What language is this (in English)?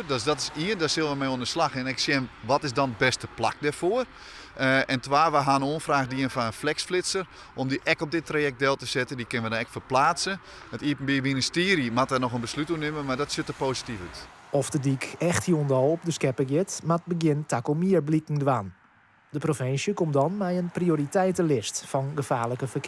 Western Frisian